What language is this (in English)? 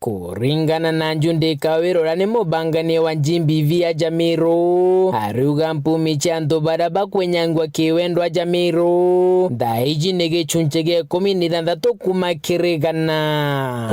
Meru